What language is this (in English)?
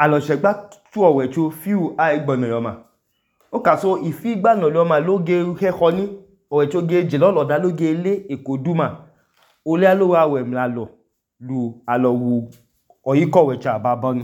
Idoma